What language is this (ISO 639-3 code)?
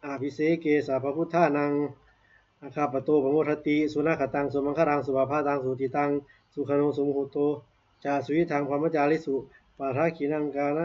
pli